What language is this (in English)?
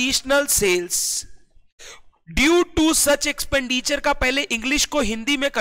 Hindi